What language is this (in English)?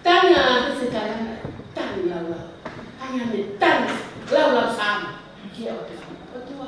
Tongan